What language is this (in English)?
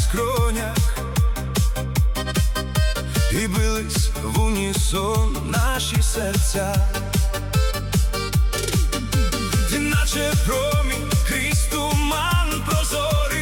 Ukrainian